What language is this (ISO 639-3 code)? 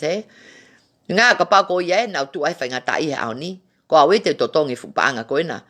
ton